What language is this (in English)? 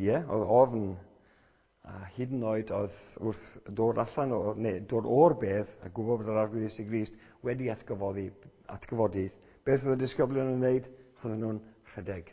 Welsh